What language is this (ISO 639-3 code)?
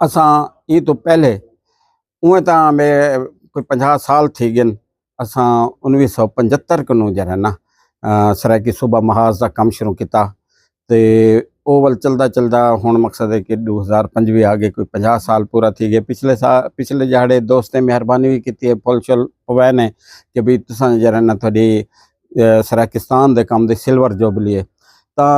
skr